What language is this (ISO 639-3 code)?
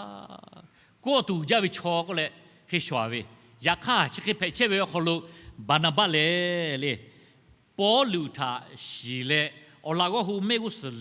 lhu